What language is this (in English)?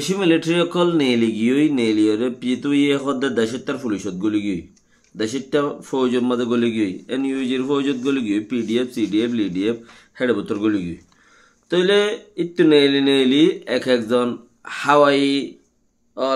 Rohingya